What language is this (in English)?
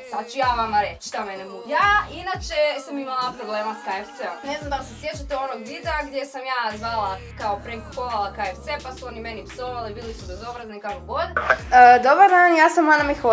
Croatian